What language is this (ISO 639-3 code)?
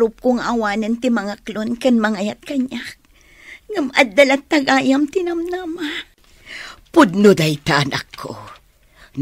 ilo